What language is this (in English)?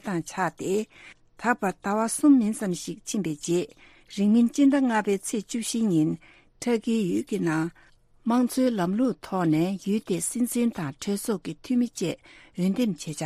Tibetan